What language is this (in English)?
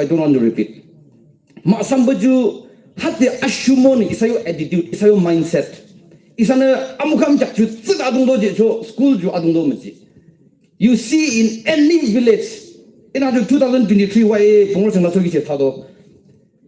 Yimchungru Naga